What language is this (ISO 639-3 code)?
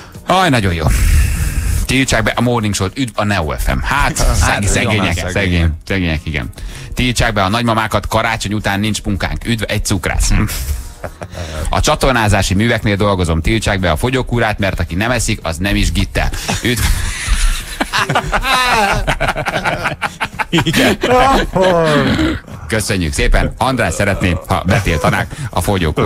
hun